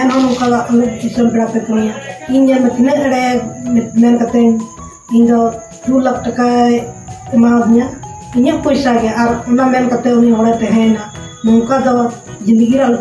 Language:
Santali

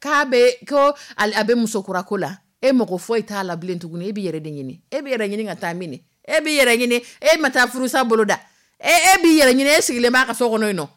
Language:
Dyula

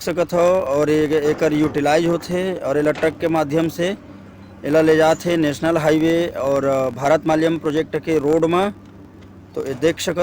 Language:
Chhattisgarhi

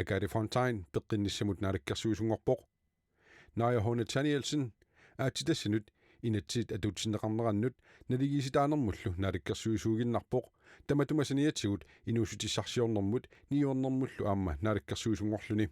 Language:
Kalaallisut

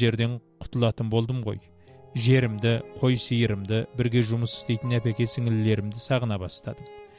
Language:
Kazakh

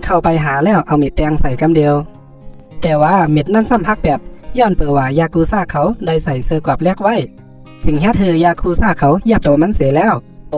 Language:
Shan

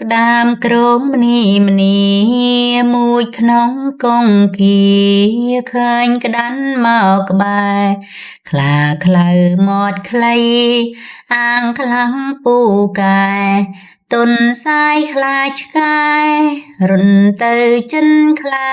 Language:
Khmer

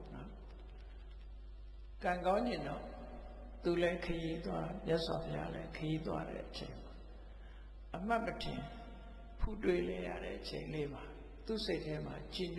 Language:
Burmese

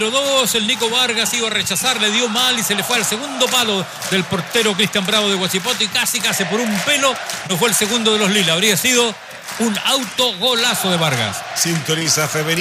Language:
Spanish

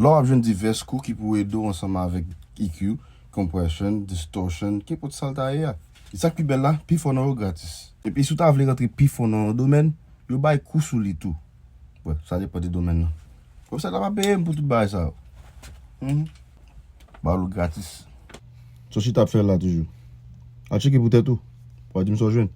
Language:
Haitian Creole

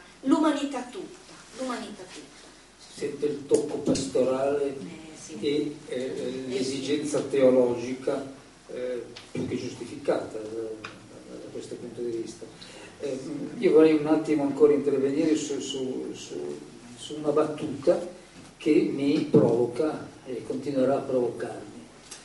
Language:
Italian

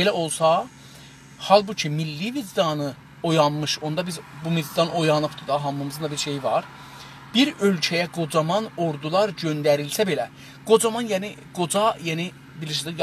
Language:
South Azerbaijani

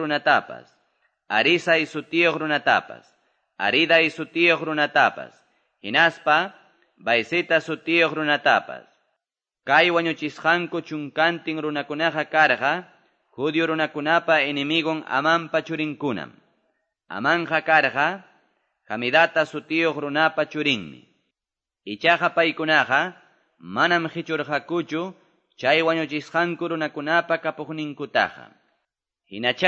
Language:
Quechua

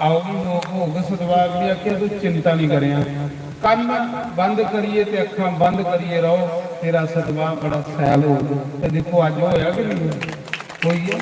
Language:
Dogri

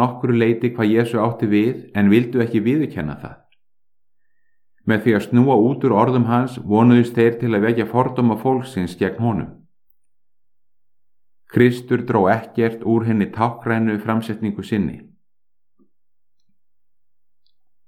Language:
Icelandic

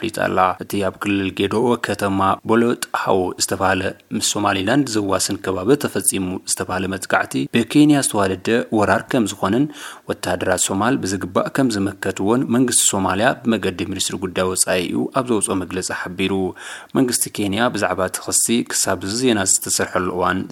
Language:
Tigrinya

